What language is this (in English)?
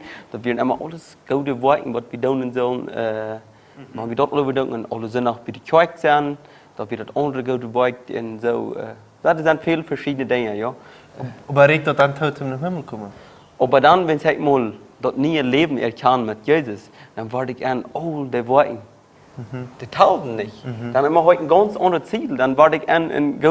Plautdietsch